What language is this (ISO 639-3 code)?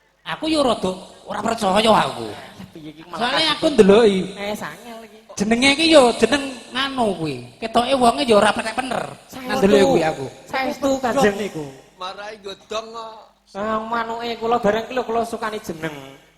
jav